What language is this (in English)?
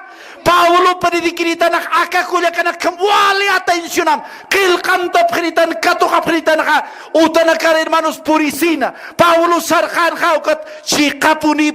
Aymara